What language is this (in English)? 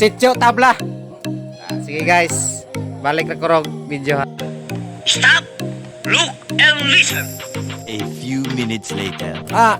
Cebuano